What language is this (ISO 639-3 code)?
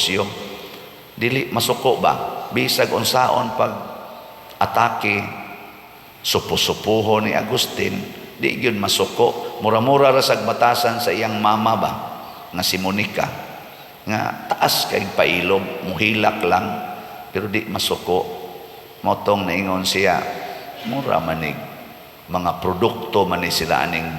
ceb